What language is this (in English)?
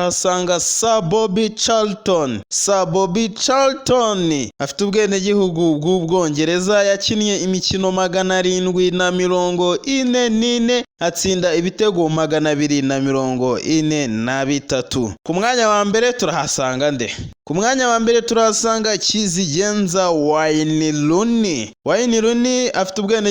Kinyarwanda